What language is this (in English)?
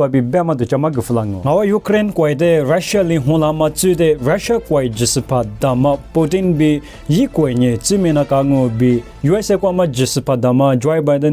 Lisu